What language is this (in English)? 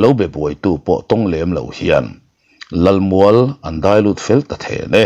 Mizo